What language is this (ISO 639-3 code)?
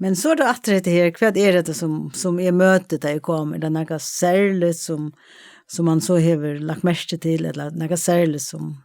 fao